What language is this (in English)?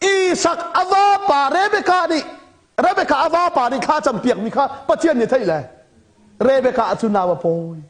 Hakha Chin